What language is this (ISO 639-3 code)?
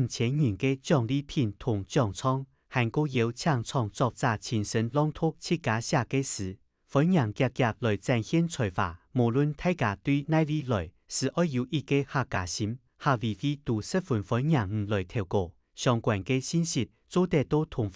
hak